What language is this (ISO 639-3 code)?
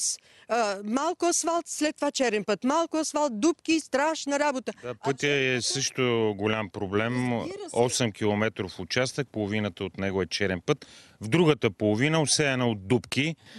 bul